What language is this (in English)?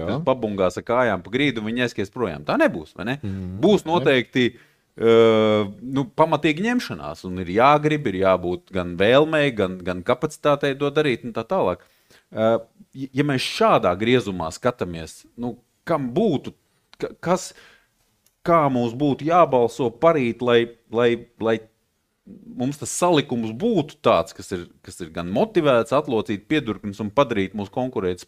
Latvian